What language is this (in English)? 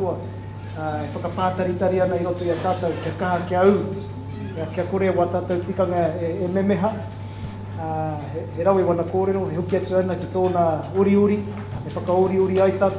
Māori